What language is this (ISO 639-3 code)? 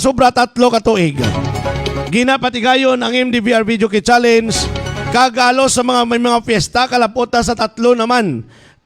hil